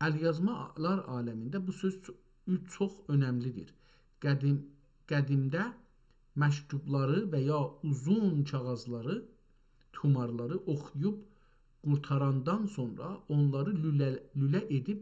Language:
South Azerbaijani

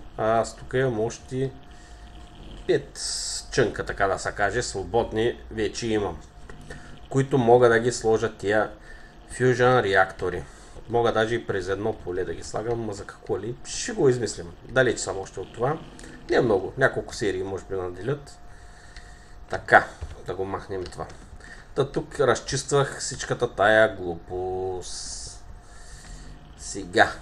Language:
Bulgarian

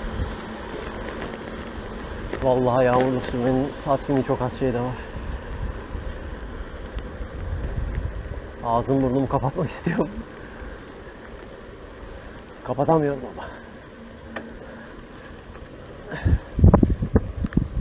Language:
Turkish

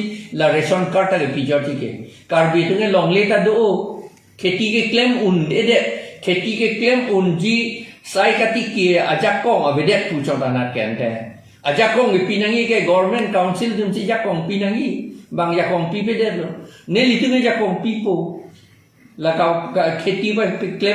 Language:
Karbi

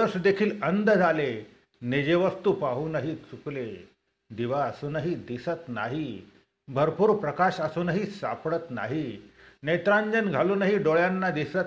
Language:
Marathi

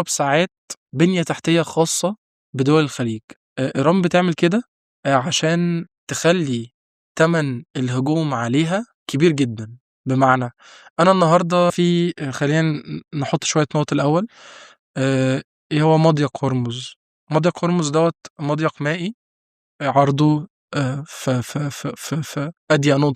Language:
Egyptian Arabic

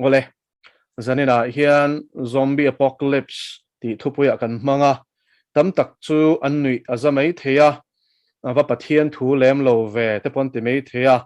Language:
Mizo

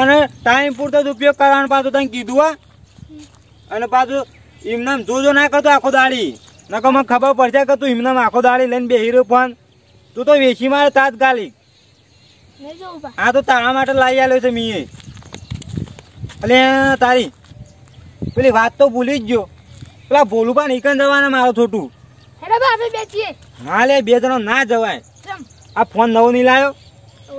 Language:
Gujarati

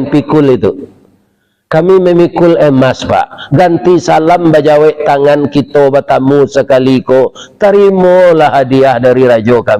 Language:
Minangkabau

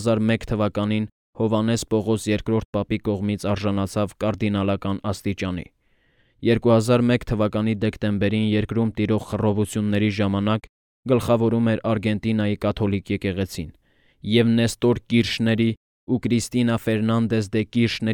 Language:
Armenian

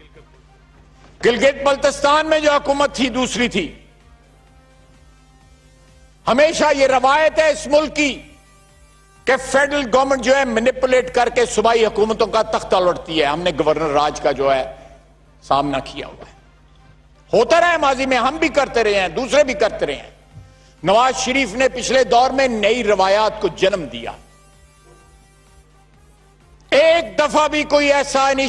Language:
Urdu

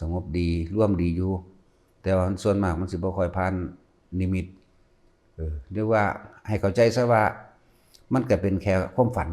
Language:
Lao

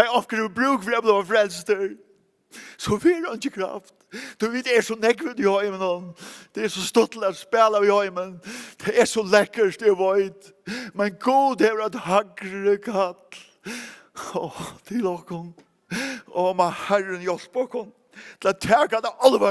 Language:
Faroese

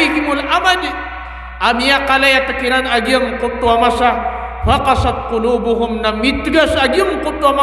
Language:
Maranao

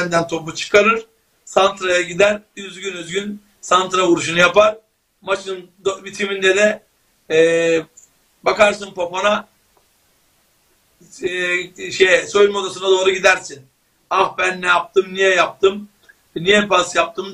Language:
Turkish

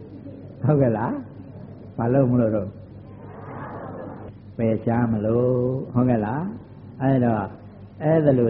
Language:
Burmese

